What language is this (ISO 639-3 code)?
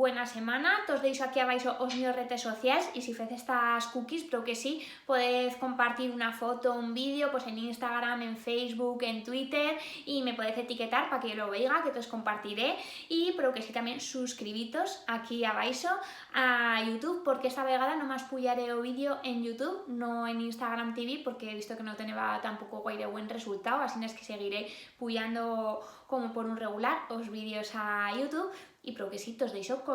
arg